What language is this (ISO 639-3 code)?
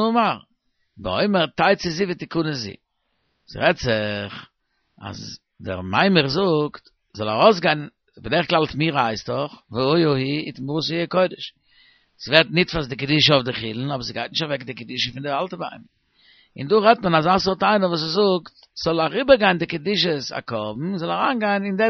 yid